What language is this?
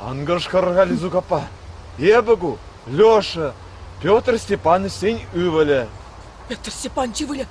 Chuvash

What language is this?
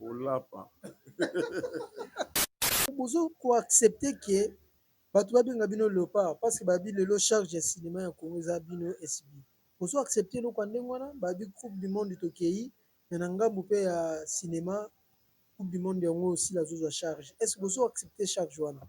Lingala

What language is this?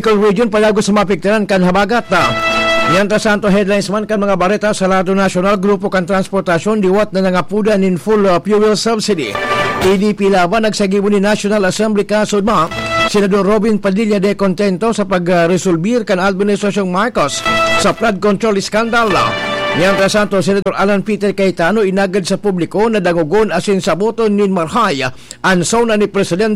Bikol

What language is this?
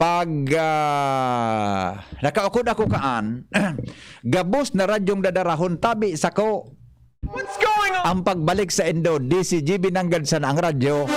Bikol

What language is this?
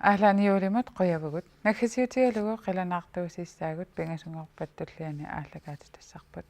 Kalaallisut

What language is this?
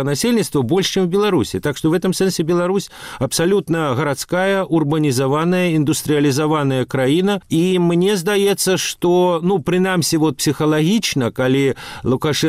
Belarusian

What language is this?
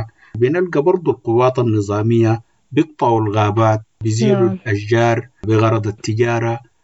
Sudanese Arabic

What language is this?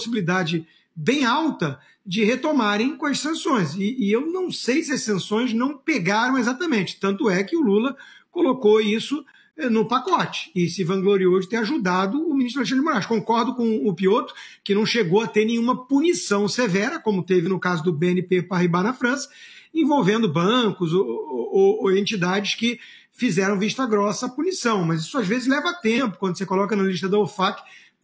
Portuguese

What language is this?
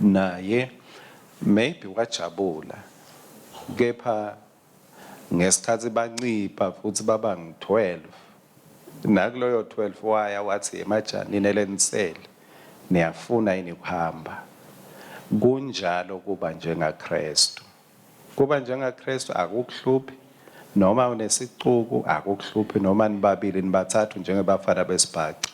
Swati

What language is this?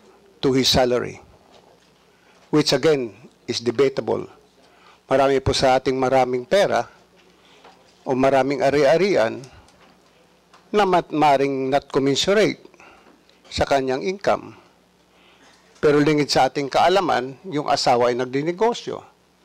Filipino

